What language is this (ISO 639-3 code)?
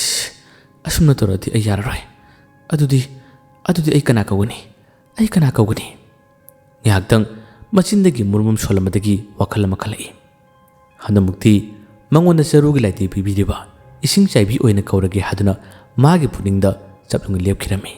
mni